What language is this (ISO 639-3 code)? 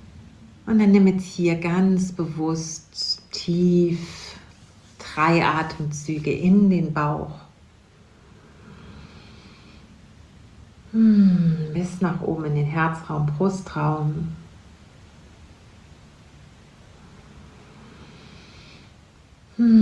deu